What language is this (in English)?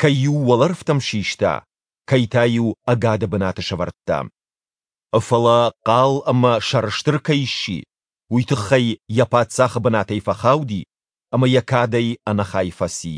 Ossetic